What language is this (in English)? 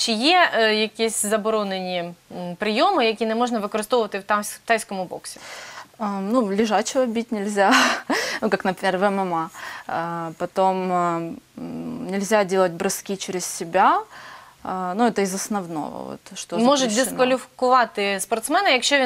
Ukrainian